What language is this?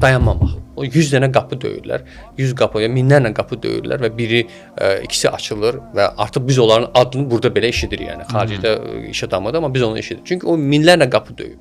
Azerbaijani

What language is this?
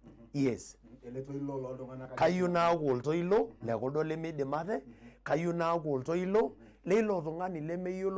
Masai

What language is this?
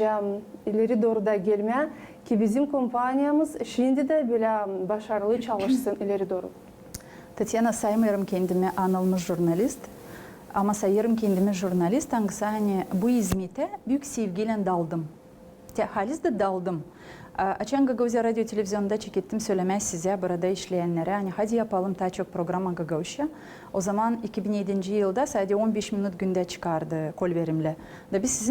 Gagauz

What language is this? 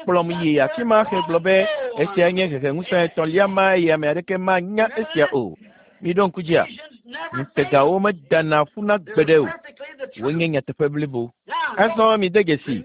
Ewe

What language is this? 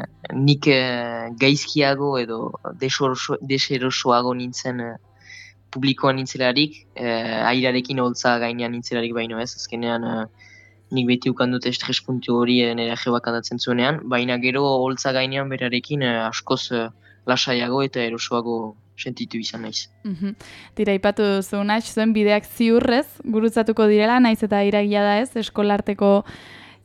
Basque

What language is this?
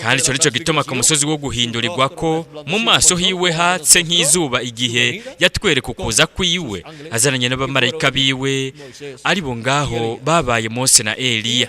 Rundi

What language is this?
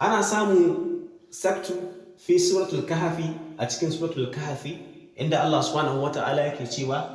Hausa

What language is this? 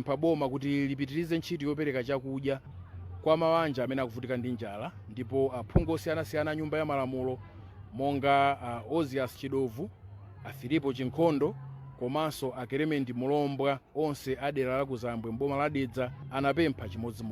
Nyanja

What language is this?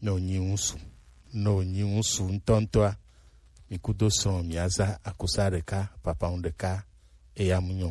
Gen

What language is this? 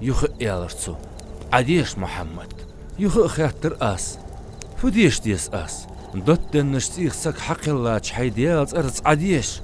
Ingush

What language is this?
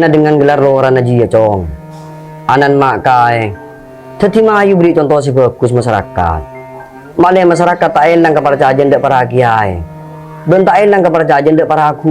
Madurese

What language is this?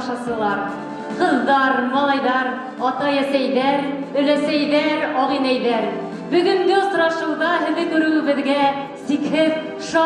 Bashkir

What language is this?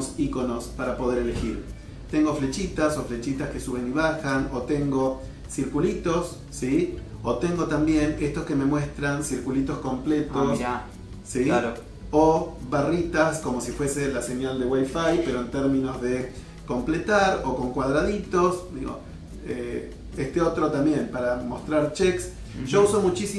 Spanish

